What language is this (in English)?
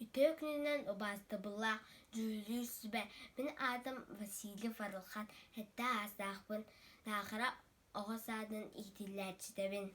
Yakut